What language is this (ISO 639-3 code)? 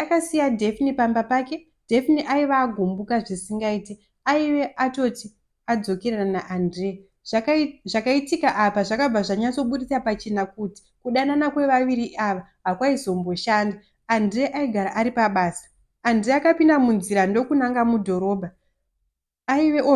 sna